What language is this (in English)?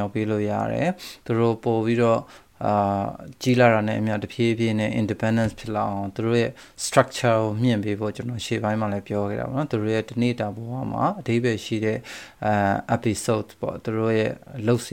Burmese